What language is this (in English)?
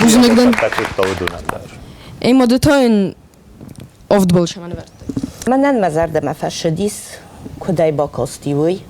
Ossetic